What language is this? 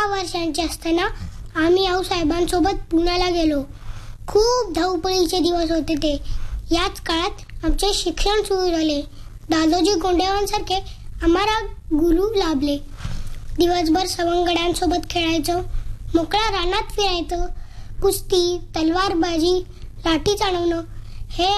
Marathi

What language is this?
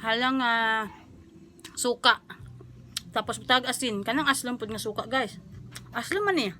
Cebuano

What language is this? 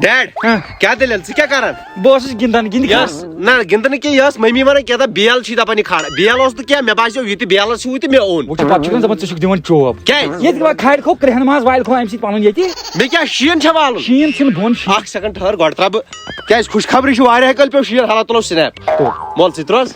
Kashmiri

